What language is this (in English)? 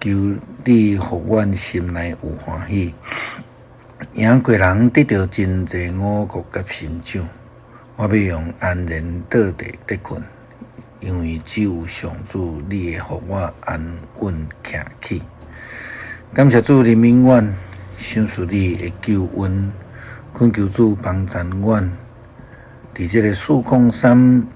Min Nan Chinese